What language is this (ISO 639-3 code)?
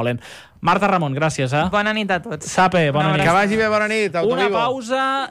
cat